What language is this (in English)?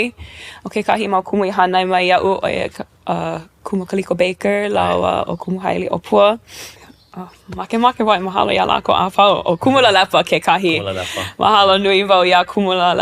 Hawaiian